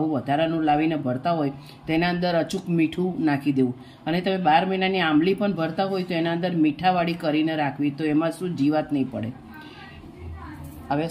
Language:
Gujarati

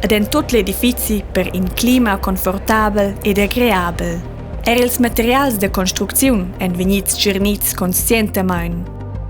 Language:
Romansh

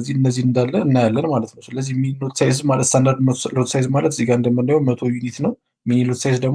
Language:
Amharic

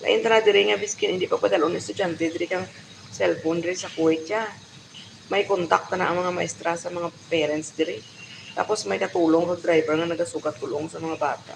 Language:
Hiligaynon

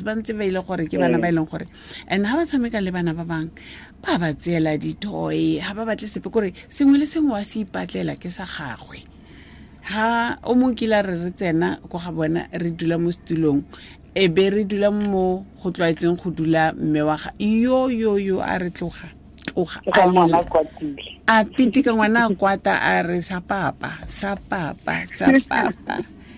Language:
Tswana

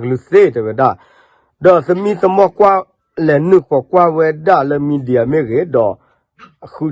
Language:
S'gaw Karen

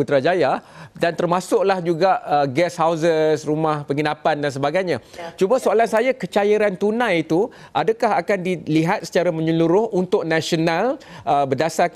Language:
Malay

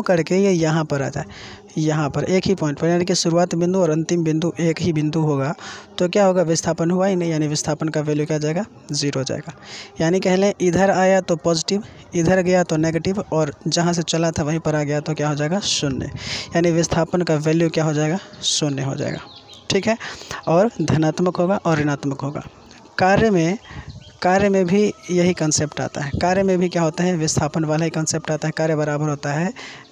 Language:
Hindi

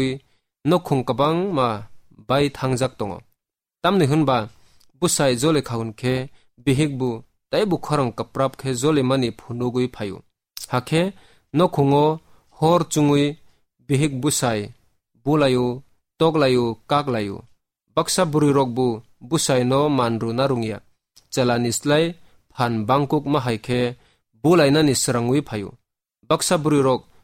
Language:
Kok Borok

